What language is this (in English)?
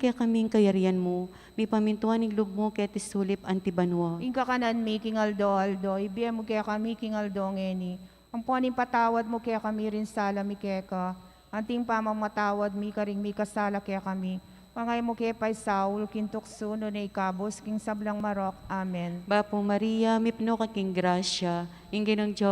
Pampanga